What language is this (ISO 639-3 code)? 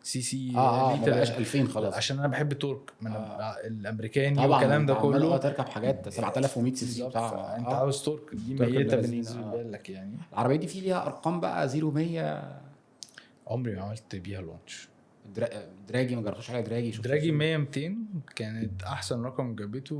arz